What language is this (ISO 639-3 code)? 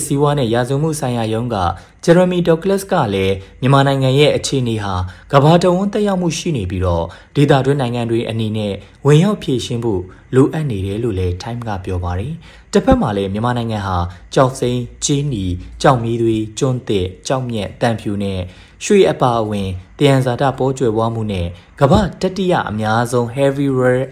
mya